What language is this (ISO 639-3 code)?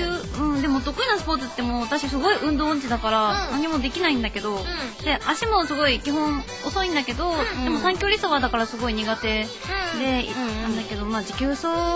jpn